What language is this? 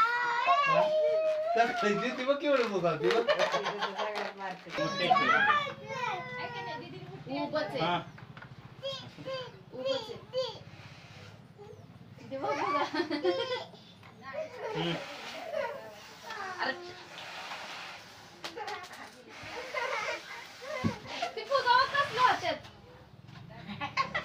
Marathi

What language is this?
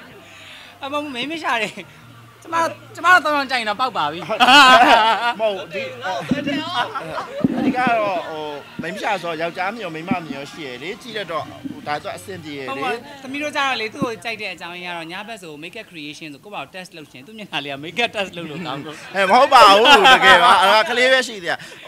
Burmese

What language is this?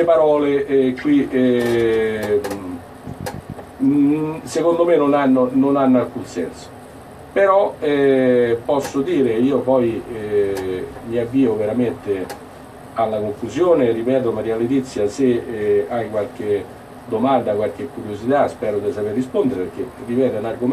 Italian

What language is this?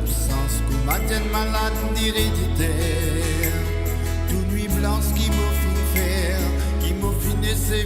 Morisyen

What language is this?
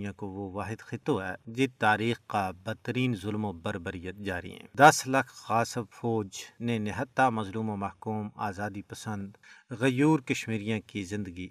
Gujari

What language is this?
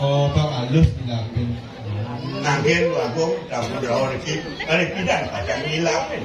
Balinese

